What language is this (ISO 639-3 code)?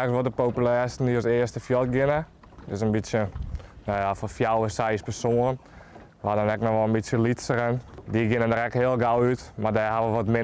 fry